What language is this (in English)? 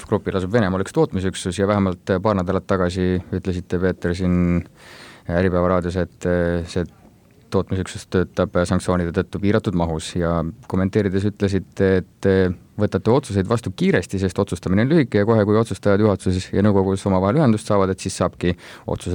Estonian